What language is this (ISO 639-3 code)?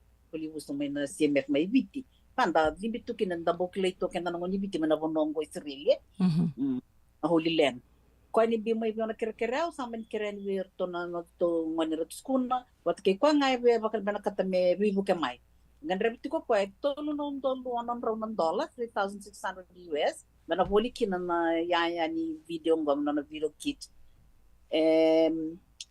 fij